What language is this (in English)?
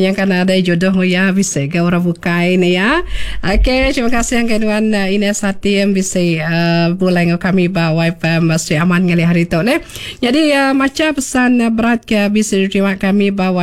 Iban